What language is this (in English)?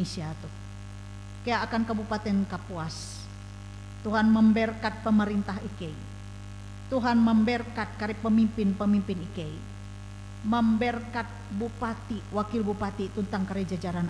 Ngaju